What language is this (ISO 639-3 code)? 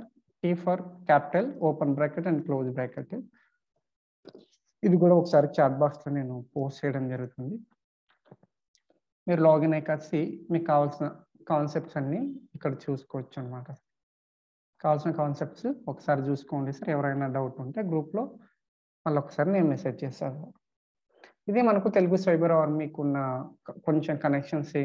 tel